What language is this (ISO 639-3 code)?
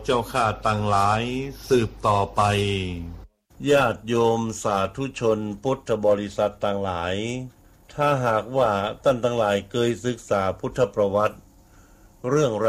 tha